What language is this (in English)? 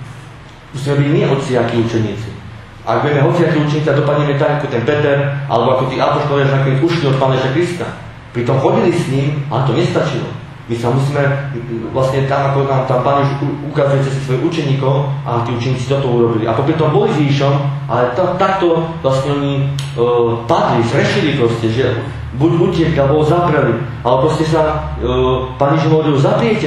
Slovak